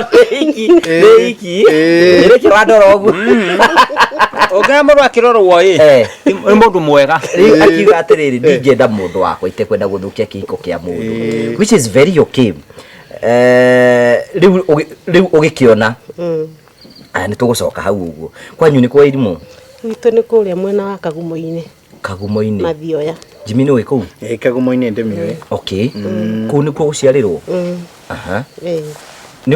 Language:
Kikuyu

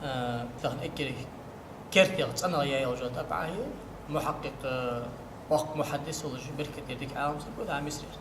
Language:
Ingush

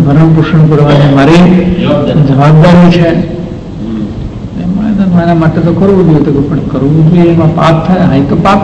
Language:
Gujarati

